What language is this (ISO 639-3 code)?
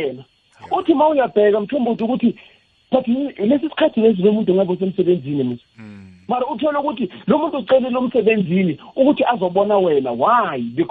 nbl